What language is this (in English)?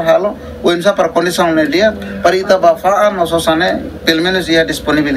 Tetum